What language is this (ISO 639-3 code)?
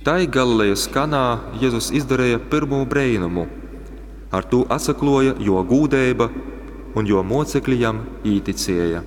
ltg